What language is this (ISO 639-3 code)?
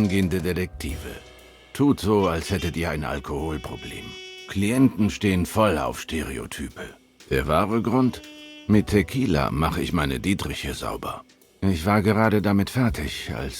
gsw